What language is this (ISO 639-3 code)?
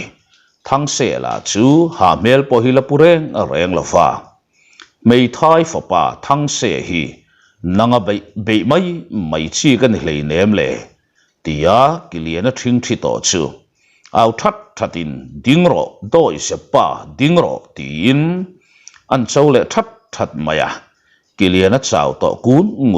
lus